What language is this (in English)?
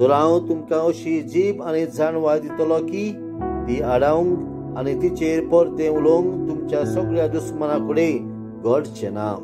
Konkani